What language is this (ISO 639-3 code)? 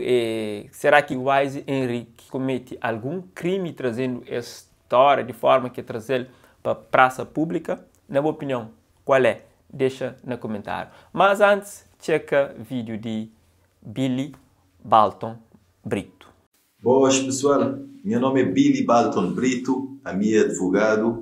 kea